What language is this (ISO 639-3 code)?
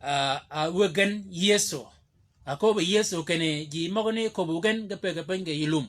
shk